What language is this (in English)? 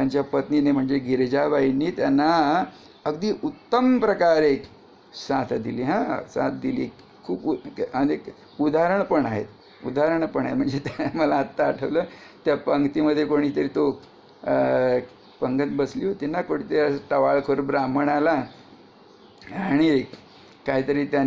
Marathi